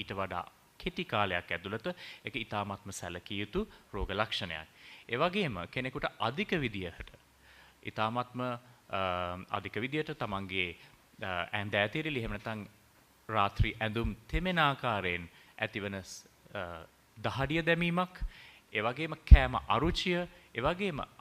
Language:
Sinhala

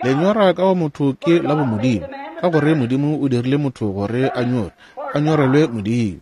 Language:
Northern Sotho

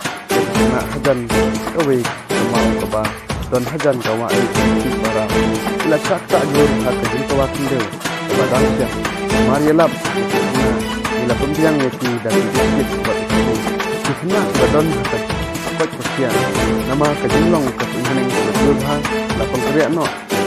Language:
Khasi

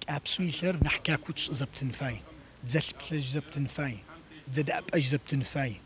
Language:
Adyghe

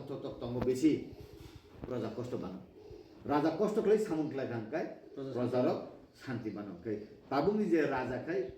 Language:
Kok Borok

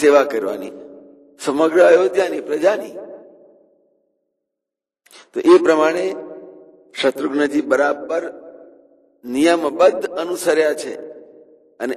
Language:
Gujarati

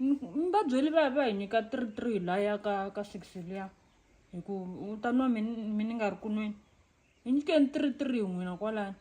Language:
Tsonga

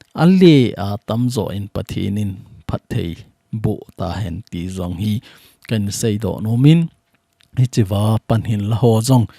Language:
Thado Chin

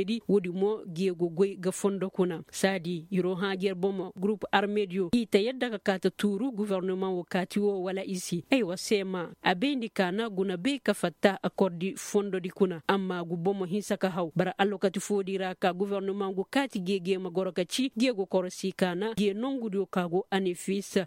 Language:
Koyraboro Senni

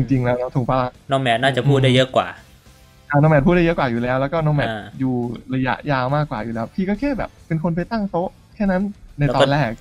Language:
Thai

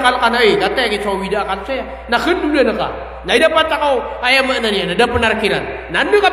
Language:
Maranao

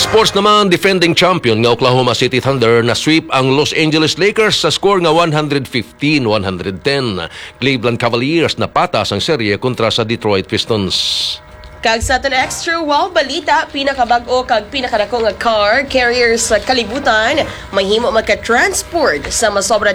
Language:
Hiligaynon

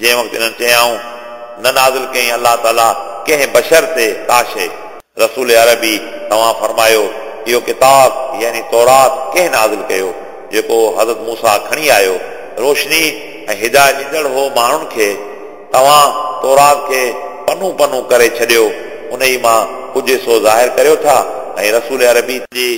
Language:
Sindhi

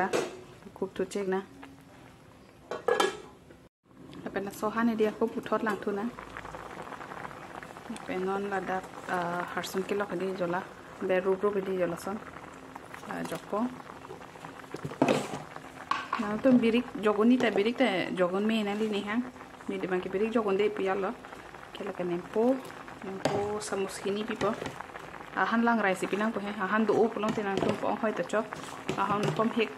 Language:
Karbi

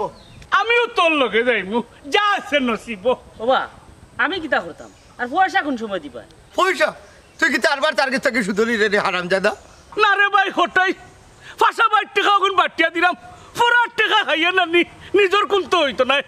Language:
Sylheti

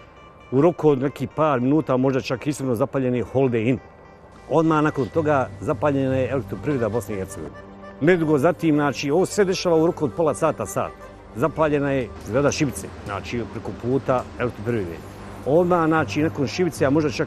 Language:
Bosnian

